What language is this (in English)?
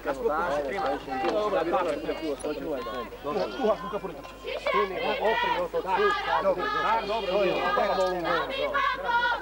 Slovak